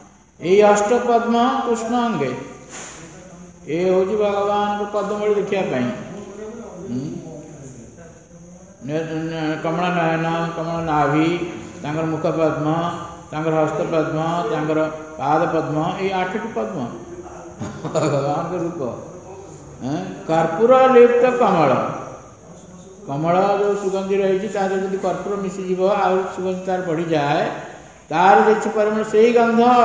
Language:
Odia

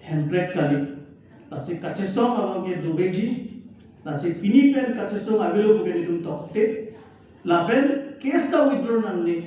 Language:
Karbi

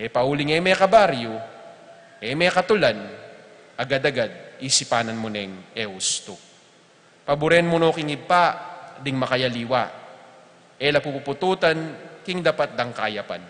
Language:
Pampanga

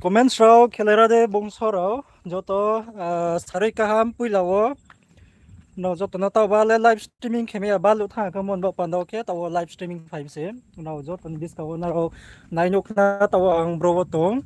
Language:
Riang (India)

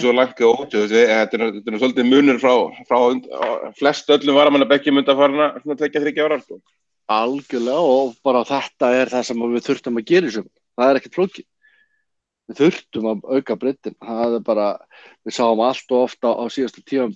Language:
Icelandic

